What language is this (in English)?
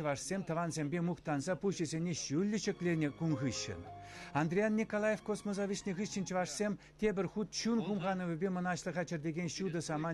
Chuvash